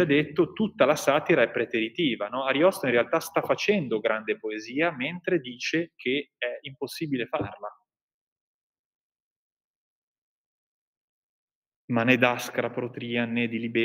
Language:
Italian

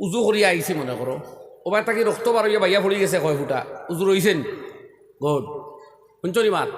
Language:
Sylheti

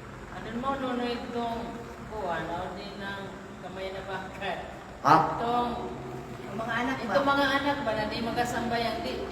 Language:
Kalagan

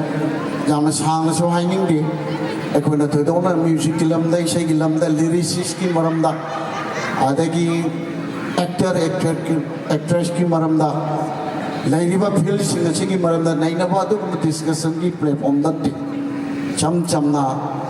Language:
Manipuri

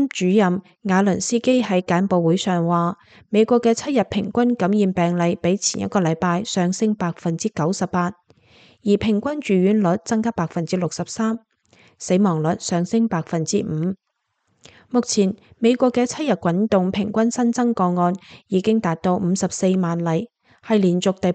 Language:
Cantonese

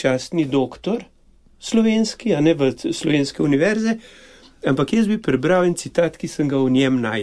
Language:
Slovenian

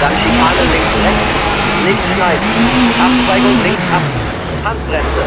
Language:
Bavarian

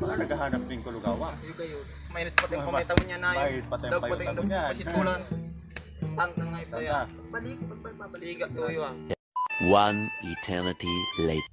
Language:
Bikol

